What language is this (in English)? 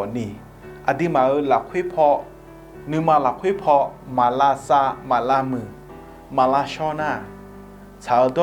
Akha